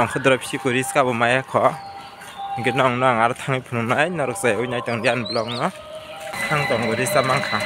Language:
Kok Borok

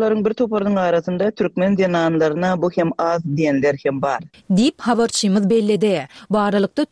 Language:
Turkmen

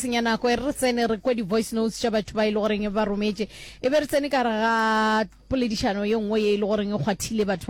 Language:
Northern Sotho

